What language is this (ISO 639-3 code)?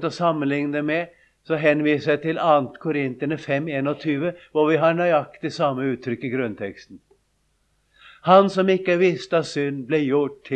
nor